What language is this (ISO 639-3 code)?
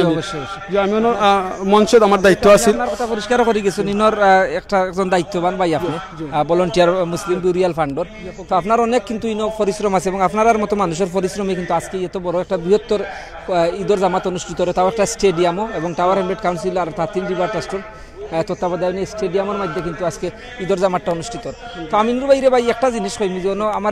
syl